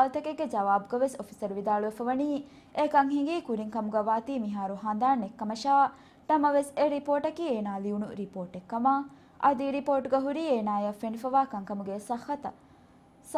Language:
Divehi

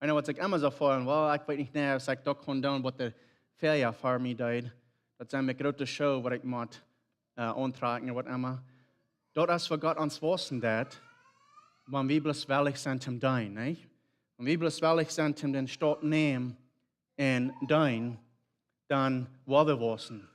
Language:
Plautdietsch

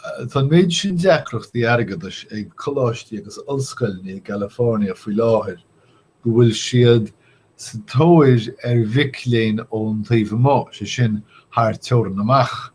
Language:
Irish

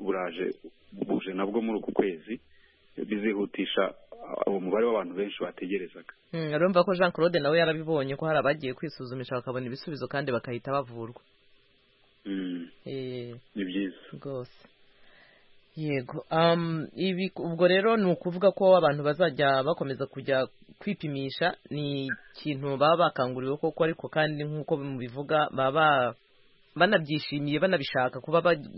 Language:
Kinyarwanda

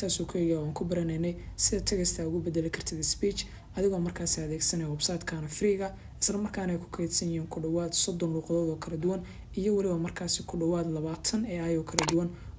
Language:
Somali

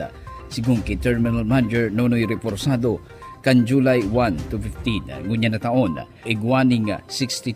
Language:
Bikol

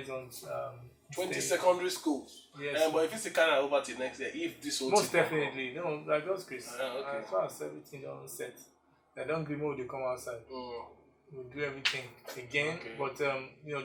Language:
Nigerian Pidgin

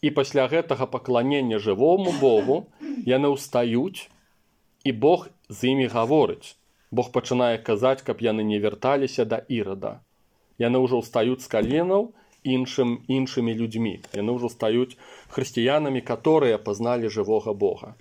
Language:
Belarusian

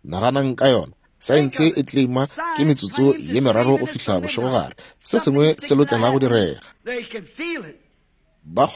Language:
Northern Sotho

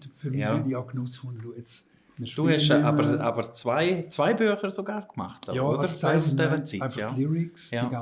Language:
Swiss German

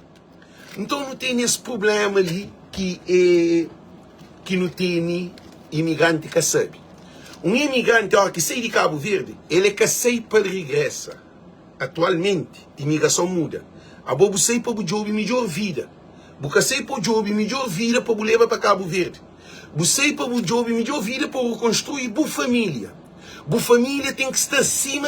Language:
Kabuverdianu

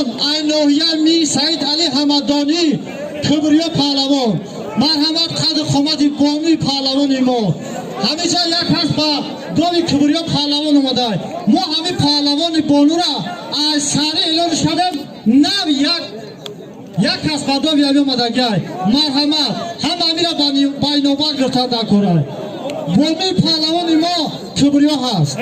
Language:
Tajik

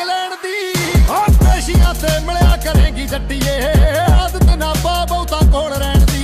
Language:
Punjabi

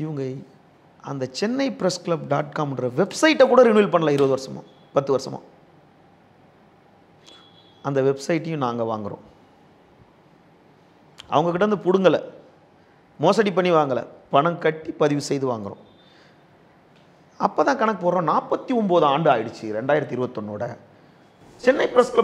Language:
Tamil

